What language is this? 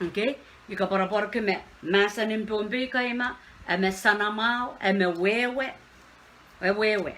Pohnpeian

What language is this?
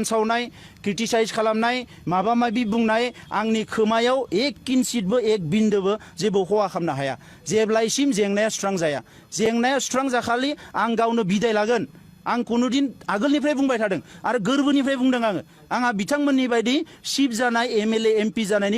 Bodo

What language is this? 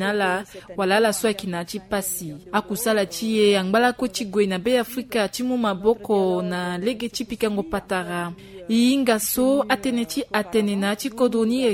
Sango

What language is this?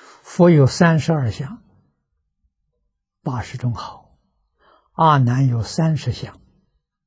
Chinese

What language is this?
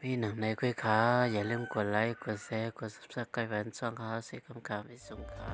Shan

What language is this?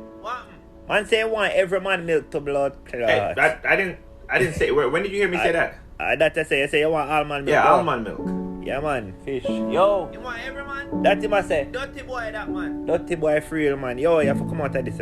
Jamaican Creole English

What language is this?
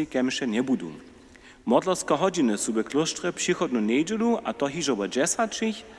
Upper Sorbian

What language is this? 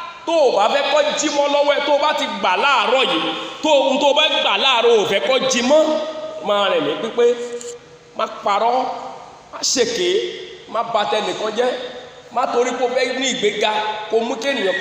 Yoruba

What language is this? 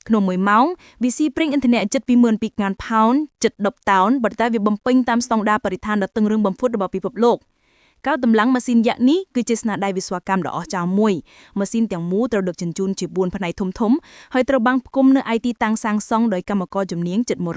Khmer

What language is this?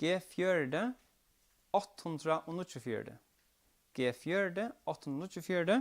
Faroese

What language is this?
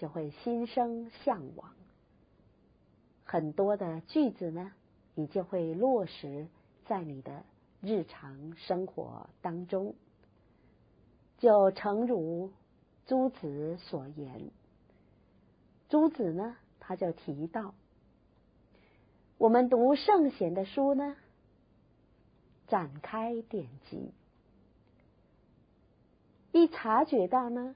Chinese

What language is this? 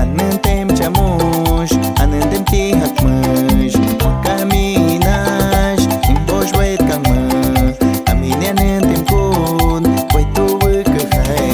Aguaruna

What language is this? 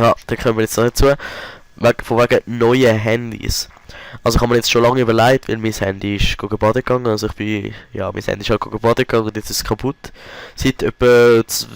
Swiss German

